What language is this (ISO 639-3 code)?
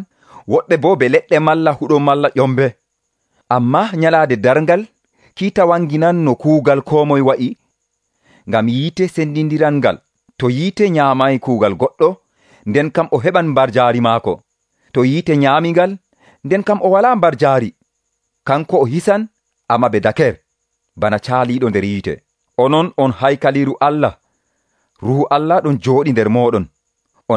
fuv